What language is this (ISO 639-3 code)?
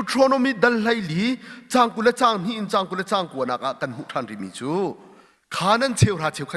cnh